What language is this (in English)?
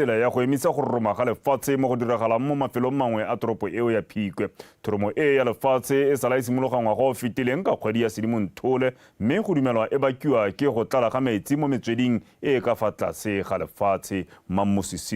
Tswana